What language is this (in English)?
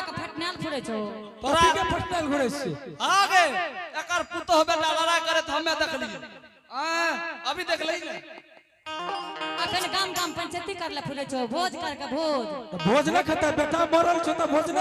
Angika